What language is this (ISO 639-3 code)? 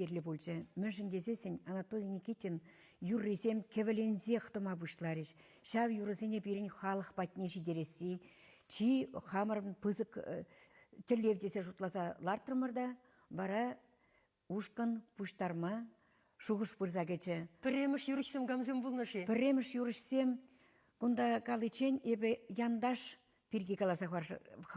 chv